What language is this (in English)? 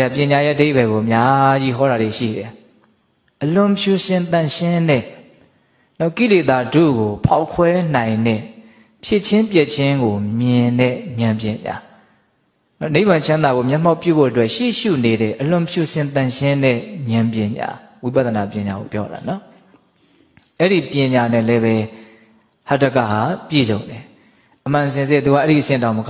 Burmese